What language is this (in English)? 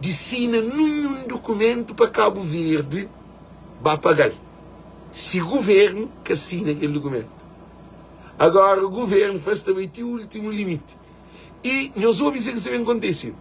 Kabuverdianu